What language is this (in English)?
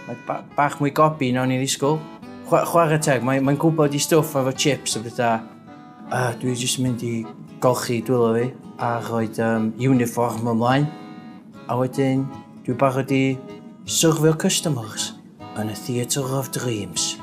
Welsh